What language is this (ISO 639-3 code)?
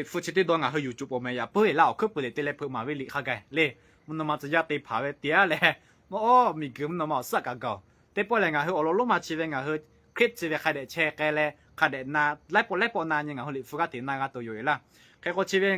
lhu